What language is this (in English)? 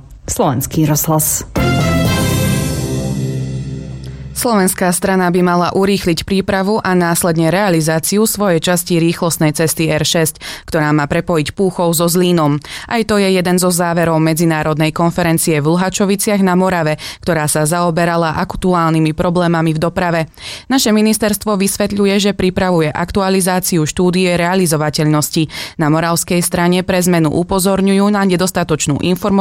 Slovak